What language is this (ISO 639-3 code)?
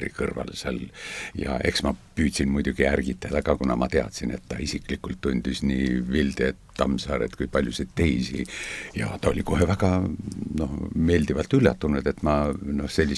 est